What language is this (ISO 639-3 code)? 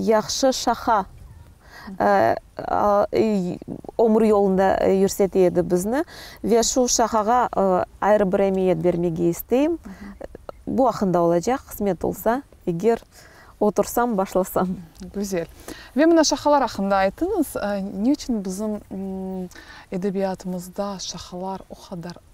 crh